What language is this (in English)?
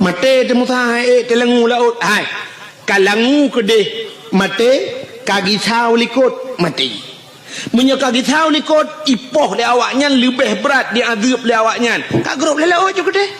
Achinese